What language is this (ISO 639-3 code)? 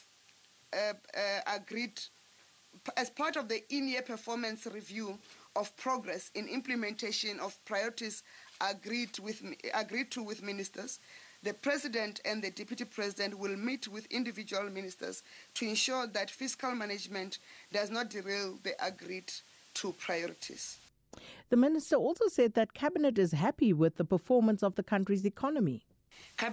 eng